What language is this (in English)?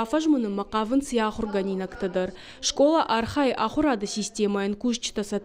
Ossetic